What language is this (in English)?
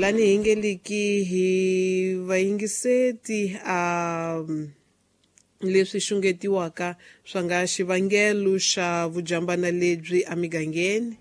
Tsonga